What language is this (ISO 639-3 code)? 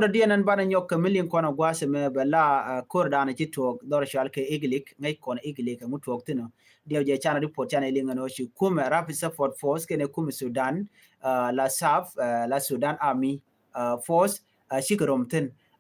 nus